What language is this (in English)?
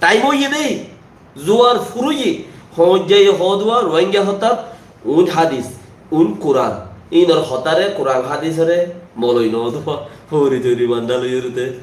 Rohingya